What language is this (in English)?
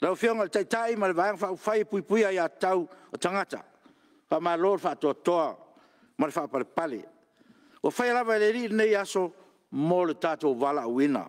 Samoan